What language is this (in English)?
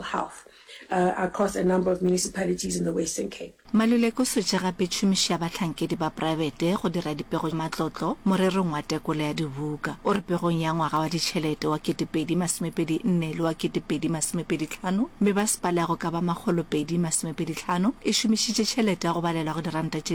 Northern Sotho